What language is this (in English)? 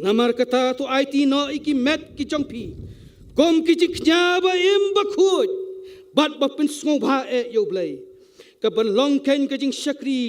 Khasi